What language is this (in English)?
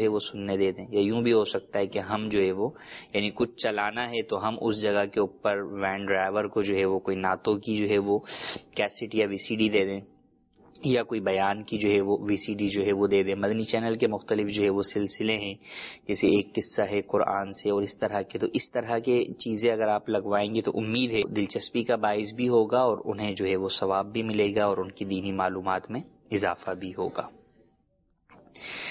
Urdu